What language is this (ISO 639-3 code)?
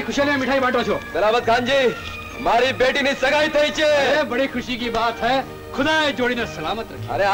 guj